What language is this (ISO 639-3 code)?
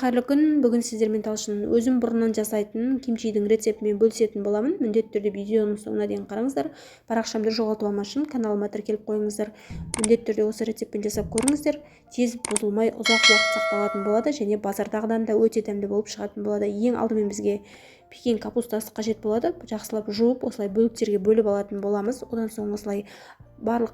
kaz